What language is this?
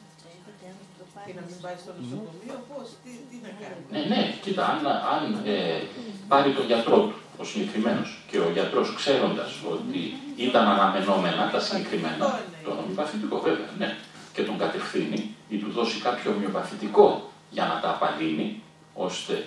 Greek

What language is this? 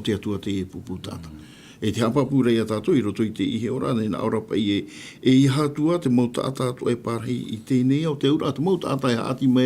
Tahitian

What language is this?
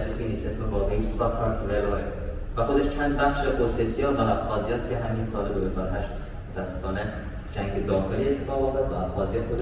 Persian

